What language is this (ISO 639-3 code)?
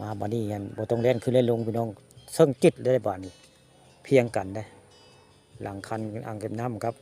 tts